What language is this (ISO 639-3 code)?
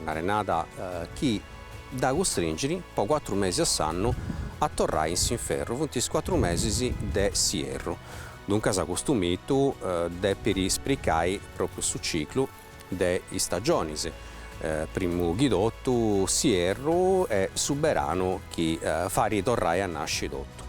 srd